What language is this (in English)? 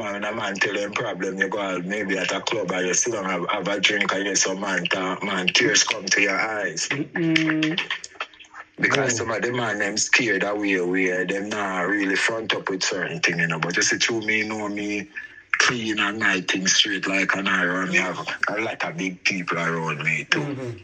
Jamaican Creole English